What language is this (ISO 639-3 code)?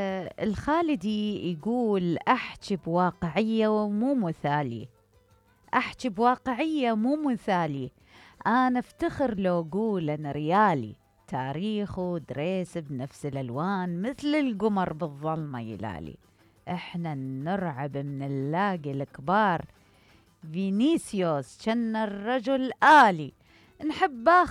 acm